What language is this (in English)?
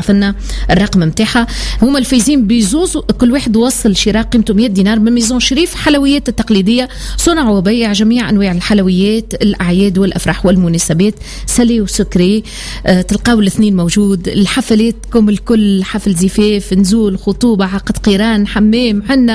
Tunisian Arabic